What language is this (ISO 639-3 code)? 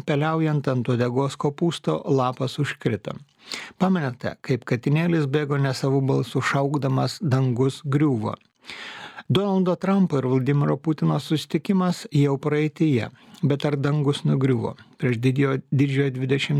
lit